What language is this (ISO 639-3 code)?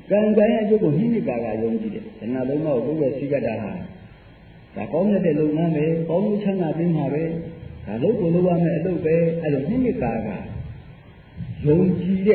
mya